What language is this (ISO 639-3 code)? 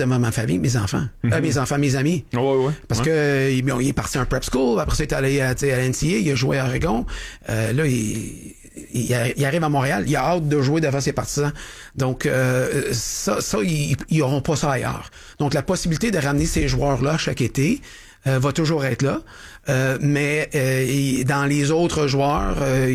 fra